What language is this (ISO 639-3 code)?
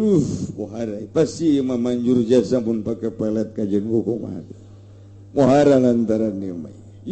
sun